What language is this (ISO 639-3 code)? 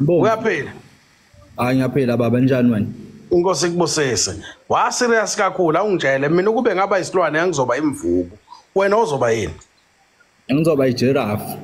zul